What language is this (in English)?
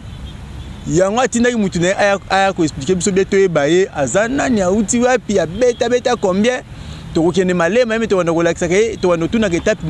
Lingala